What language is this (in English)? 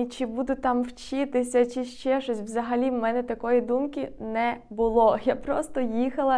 Ukrainian